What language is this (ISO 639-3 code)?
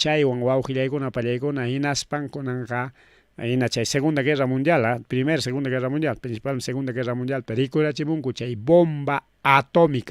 quy